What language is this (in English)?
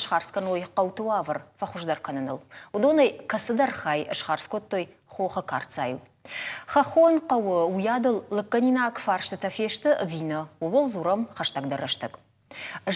Ossetic